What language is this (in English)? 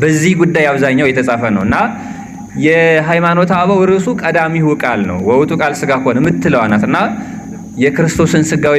Amharic